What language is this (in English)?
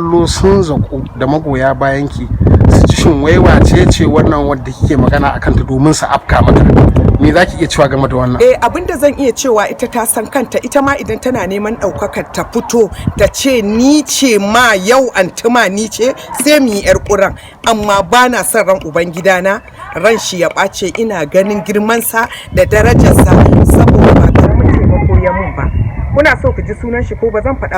Hausa